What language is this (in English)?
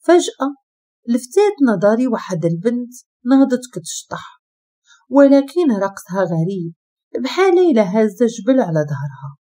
Moroccan Arabic